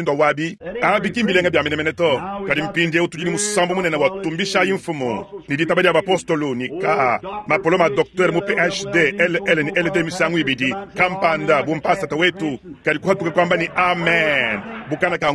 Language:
Luba-Lulua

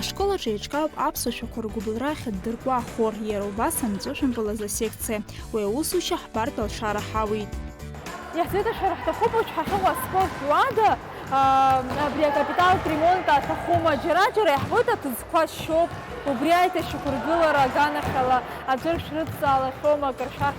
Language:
Abkhazian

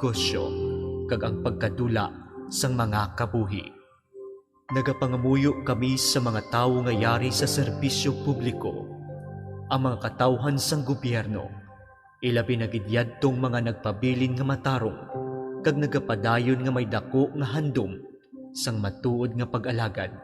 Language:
Hiligaynon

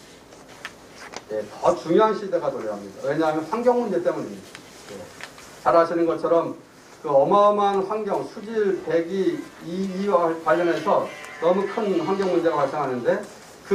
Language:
Korean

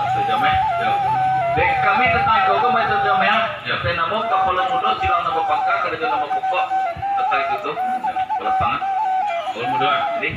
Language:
Minangkabau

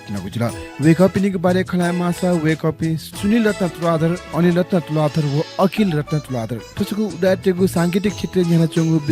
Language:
Newari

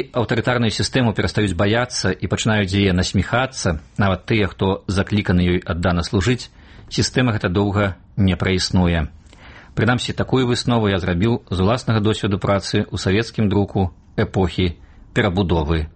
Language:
Belarusian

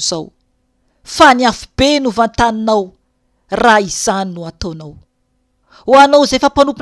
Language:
Malagasy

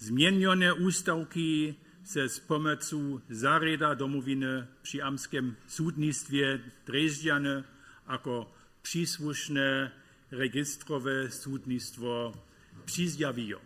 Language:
Upper Sorbian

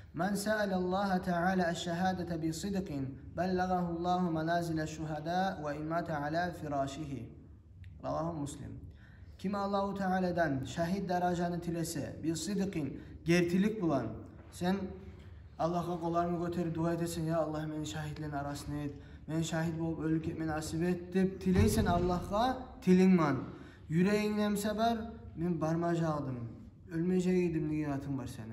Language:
Kumyk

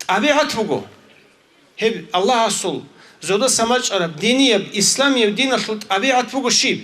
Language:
Avaric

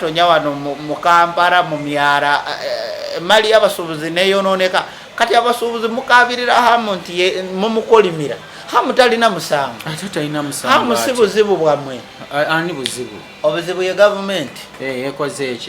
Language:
Ganda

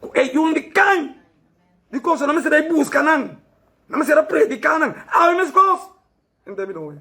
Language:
Papiamento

